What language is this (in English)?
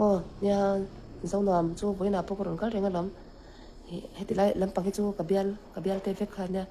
Mizo